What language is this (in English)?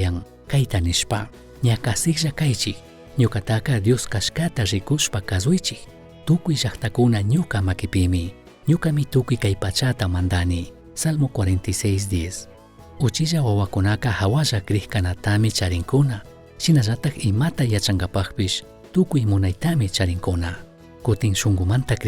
Chimborazo Highland Quichua